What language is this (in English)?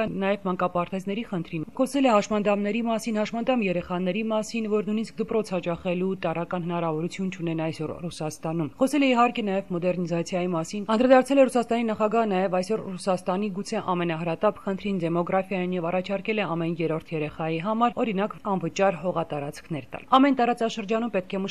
Armenian